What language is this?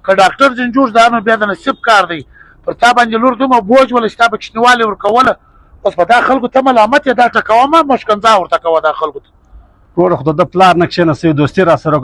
Pashto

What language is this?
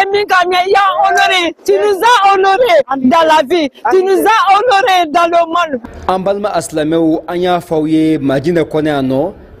Bambara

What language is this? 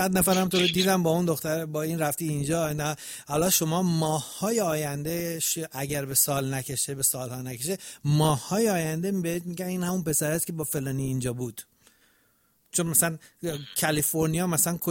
Persian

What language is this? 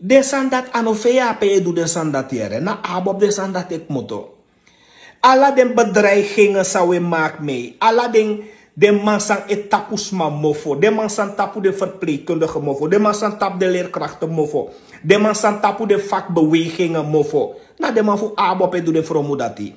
Sranan Tongo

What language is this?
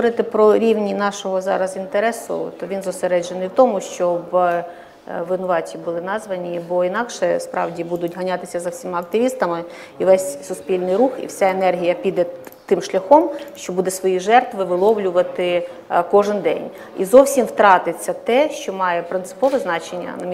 Ukrainian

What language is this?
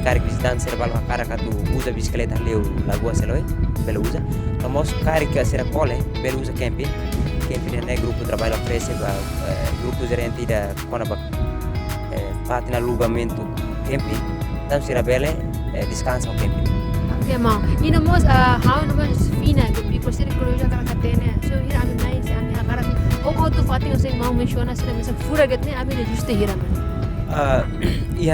Tetum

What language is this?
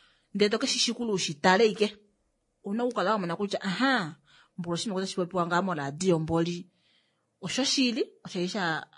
Kuanyama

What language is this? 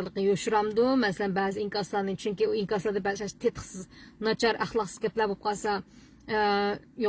Uyghur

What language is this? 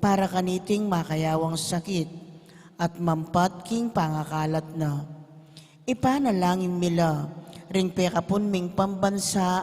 Pampanga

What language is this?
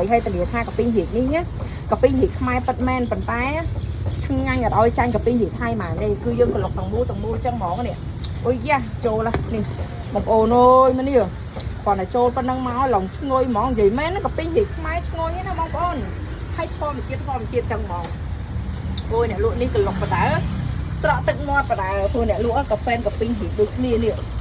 Khmer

